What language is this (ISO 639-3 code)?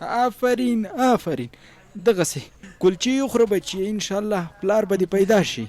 pus